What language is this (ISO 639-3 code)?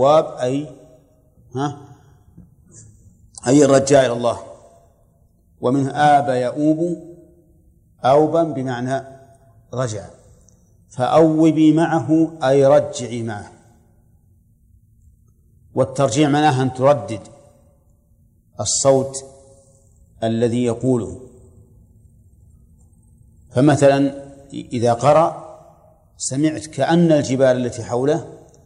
ara